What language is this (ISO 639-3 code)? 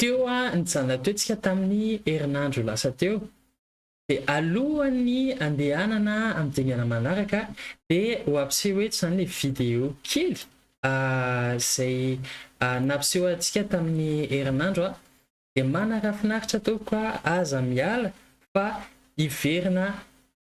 mlg